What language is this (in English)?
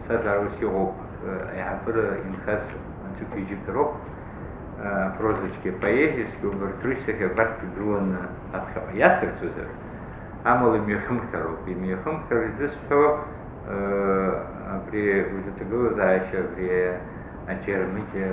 Abkhazian